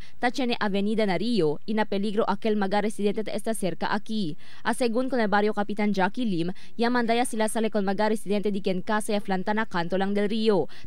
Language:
Chavacano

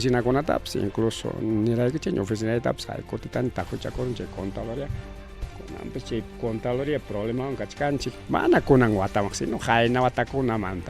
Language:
Ayacucho Quechua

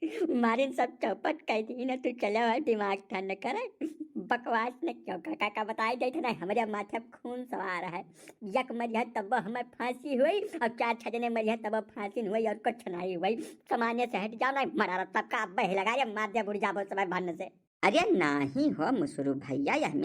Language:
Awadhi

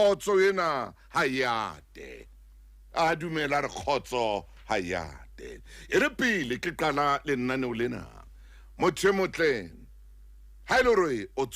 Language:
Southern Sotho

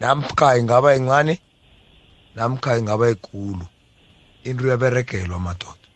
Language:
South Ndebele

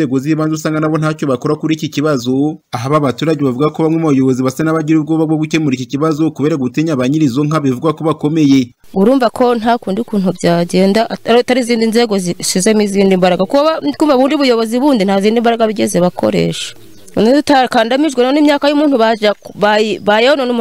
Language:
Kinyarwanda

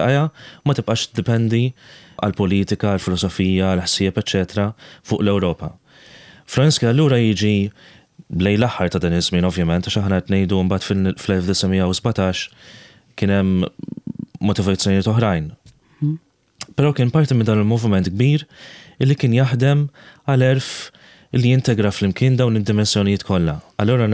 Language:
Maltese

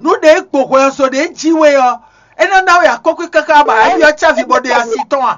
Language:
Fon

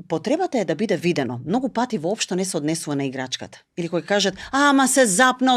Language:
Macedonian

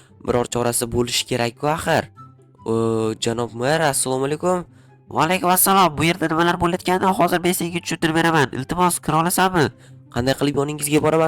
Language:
Uzbek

